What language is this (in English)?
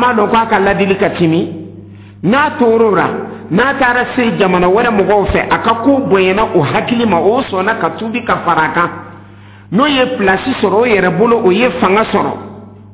Dyula